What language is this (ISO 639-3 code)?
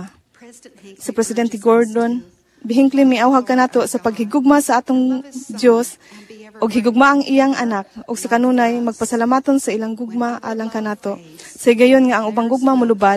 ceb